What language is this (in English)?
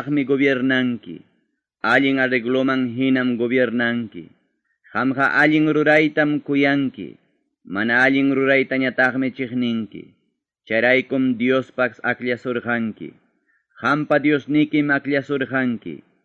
Ayacucho Quechua